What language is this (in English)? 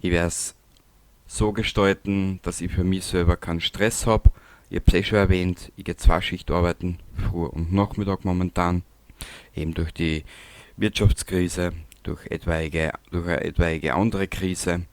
Bavarian